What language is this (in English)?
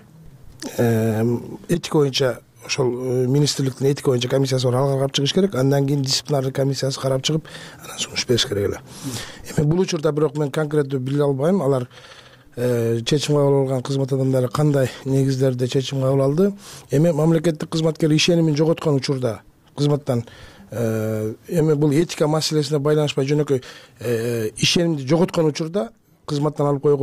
Kyrgyz